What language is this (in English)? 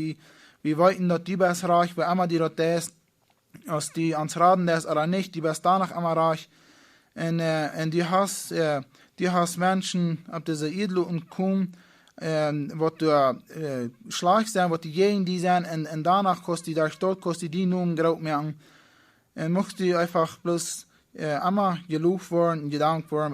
Plautdietsch